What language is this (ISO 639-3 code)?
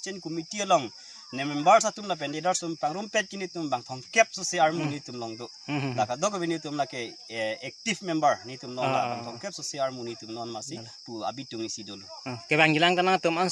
mjw